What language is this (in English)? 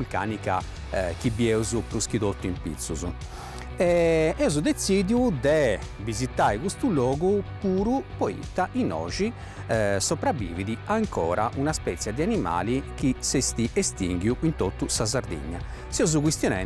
Sardinian